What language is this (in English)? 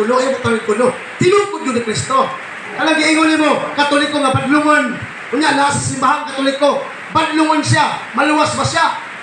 Cebuano